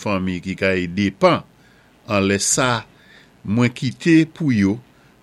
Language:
Saint Lucian Creole French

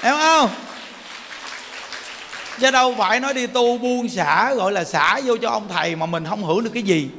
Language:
Vietnamese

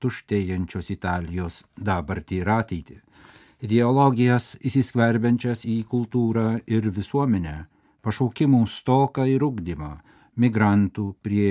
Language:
Lithuanian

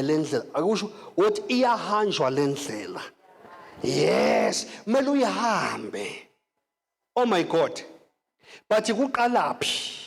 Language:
Zulu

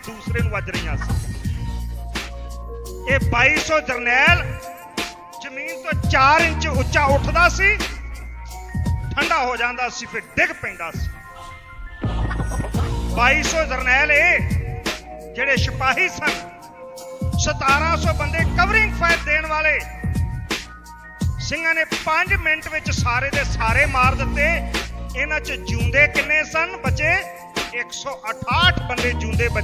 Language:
Punjabi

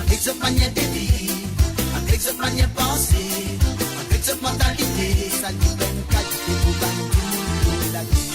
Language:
Morisyen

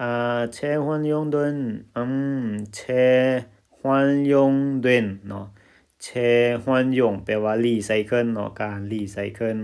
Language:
Lao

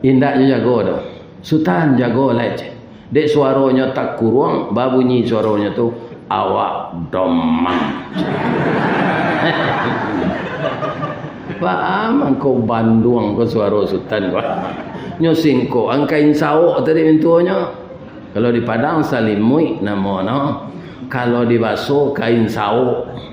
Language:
Minangkabau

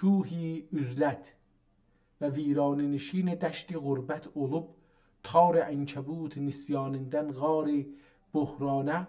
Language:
South Azerbaijani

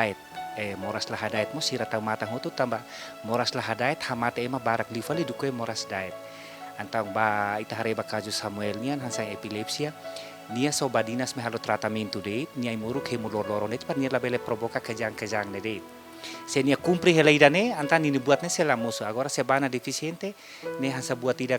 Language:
Tetum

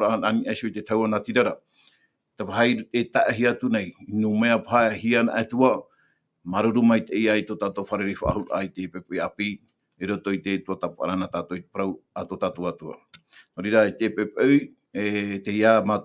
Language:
Tahitian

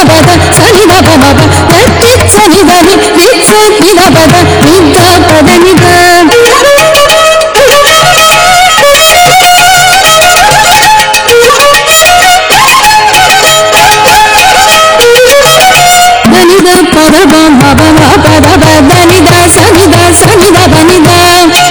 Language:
Telugu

